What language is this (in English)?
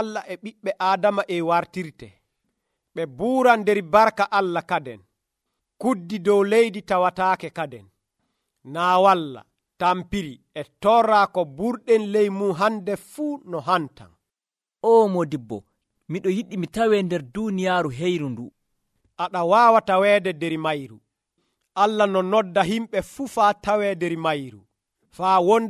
Nigerian Fulfulde